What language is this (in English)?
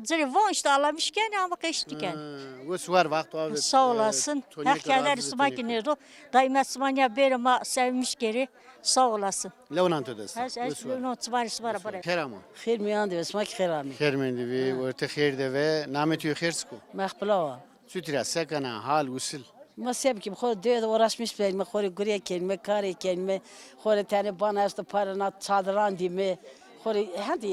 Zaza